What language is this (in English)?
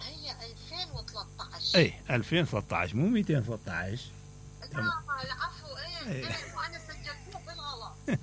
Mesopotamian Arabic